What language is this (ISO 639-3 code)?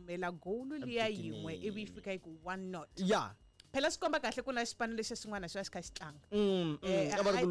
tso